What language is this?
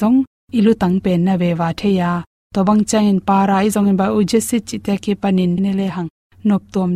Tedim Chin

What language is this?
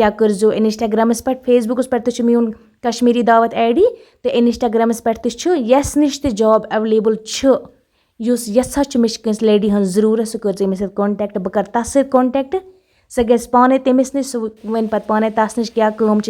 Kashmiri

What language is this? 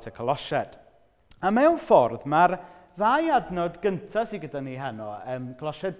Welsh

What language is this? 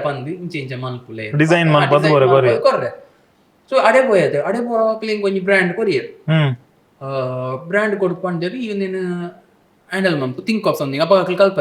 Tulu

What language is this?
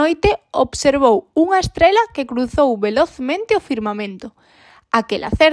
Galician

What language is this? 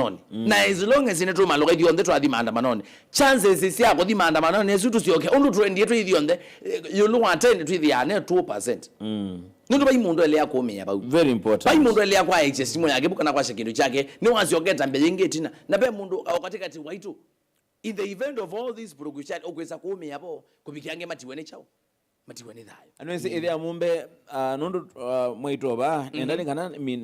Kamba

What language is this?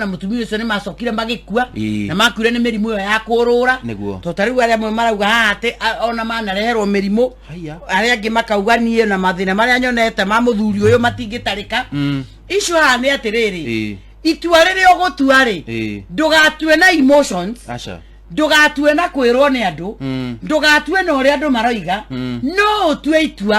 Kikuyu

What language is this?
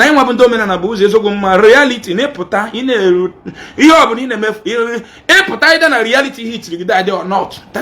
Igbo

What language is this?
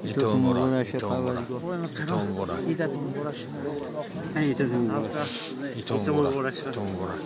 Tajik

